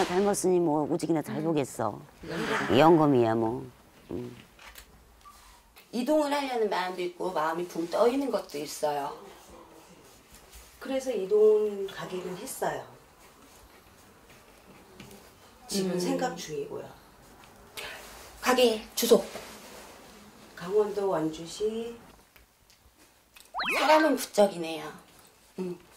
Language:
Korean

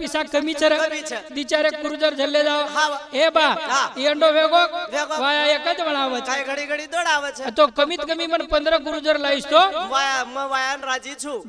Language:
Lambadi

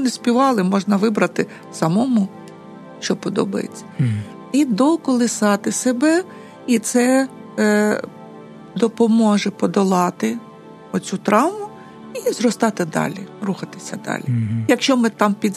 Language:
Ukrainian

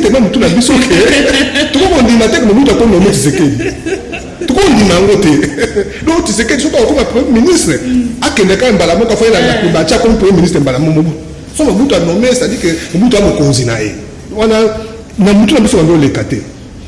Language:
Lingala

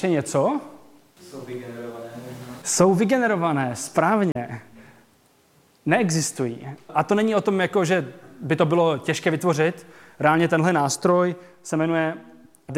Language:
Czech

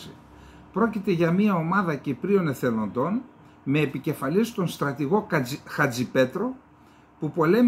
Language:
Greek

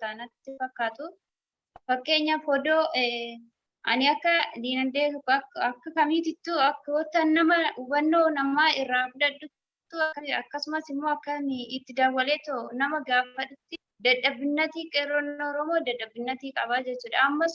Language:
Oromo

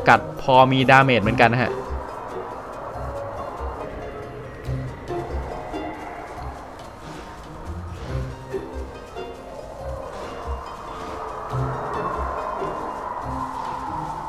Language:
Thai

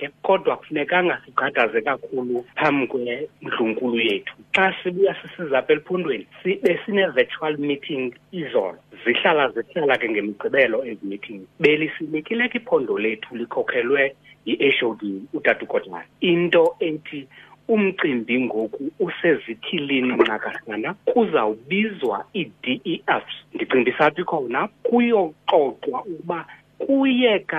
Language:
Xhosa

